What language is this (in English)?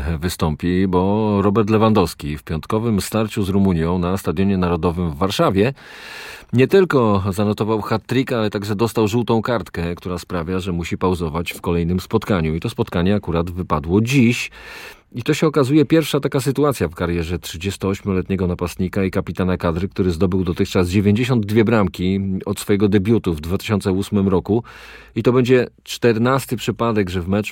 Polish